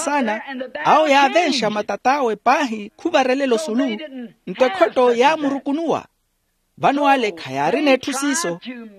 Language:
Makhuwa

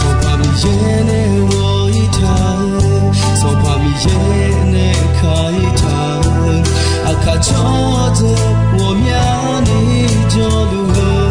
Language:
Akha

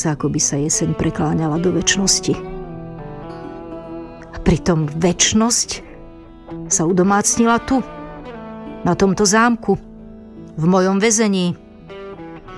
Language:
Slovak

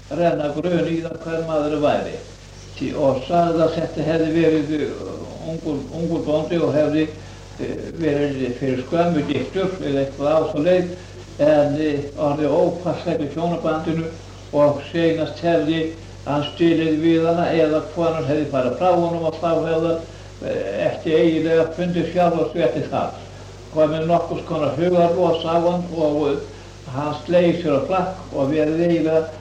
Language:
Icelandic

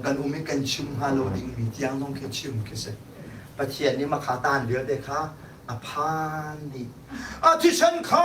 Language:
Hakha Chin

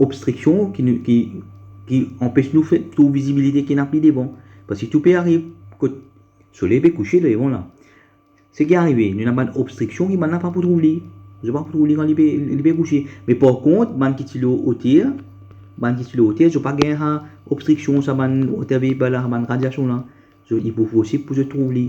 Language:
Morisyen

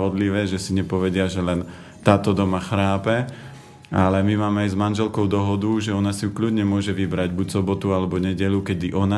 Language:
Slovak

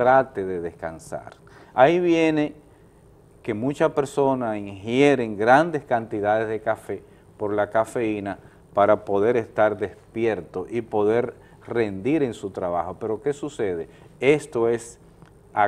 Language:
Spanish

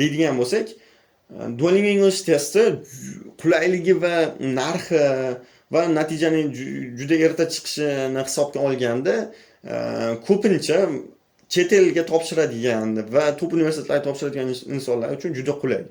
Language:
Uzbek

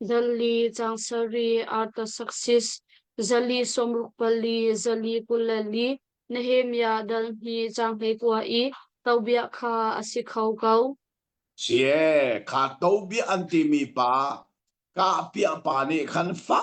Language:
Hakha Chin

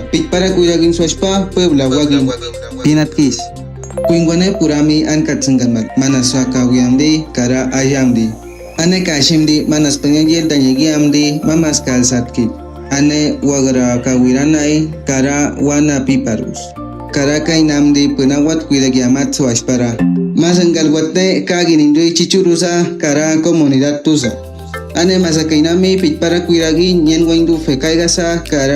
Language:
Awa-Cuaiquer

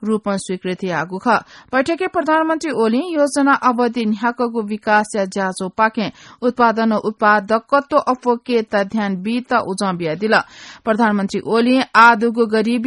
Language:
Newari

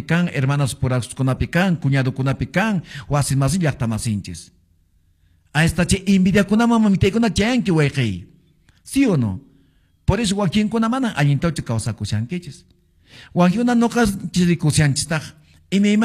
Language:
Quechua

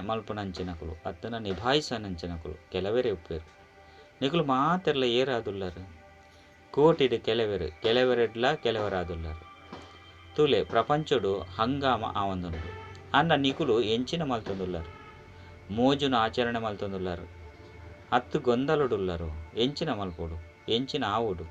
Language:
Tulu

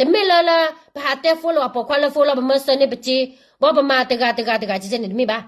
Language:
S'gaw Karen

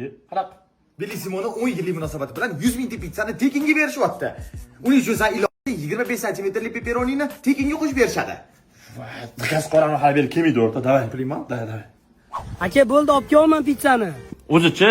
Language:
Uzbek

